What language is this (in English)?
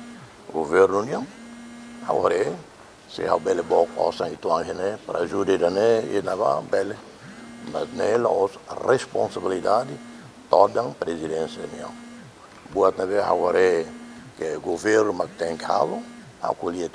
Tetum